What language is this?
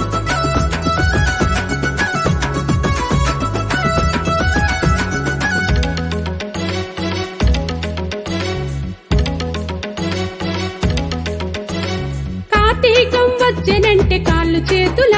Telugu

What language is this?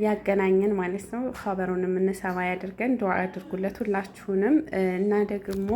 Amharic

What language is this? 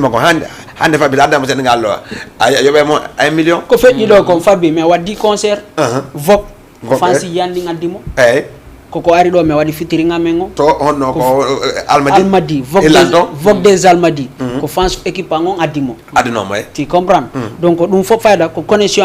Fula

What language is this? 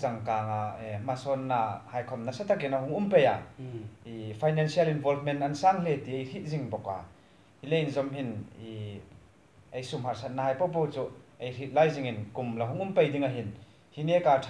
Hmar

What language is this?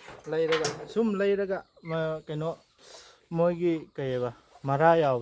Manipuri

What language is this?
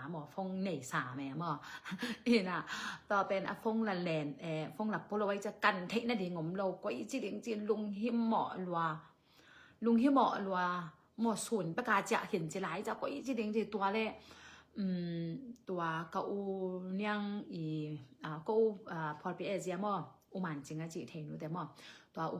Tedim Chin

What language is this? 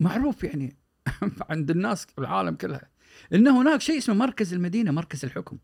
Gulf Arabic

